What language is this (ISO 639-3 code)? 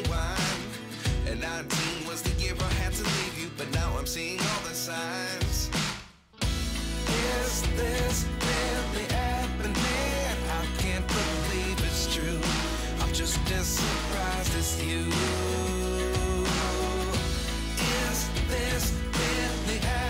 eng